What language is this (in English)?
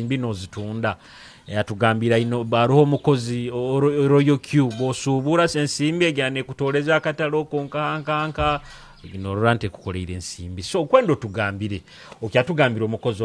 Nyoro